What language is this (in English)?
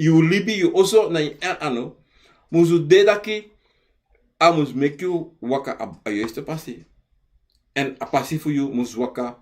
Sranan Tongo